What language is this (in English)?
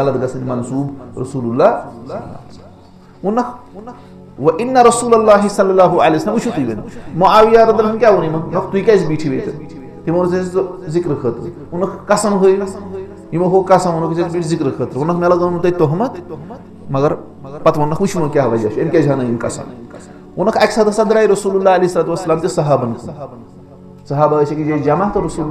Kashmiri